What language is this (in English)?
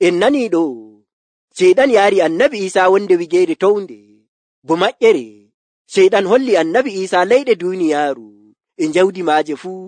Nigerian Fulfulde